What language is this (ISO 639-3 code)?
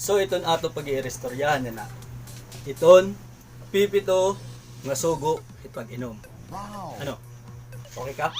war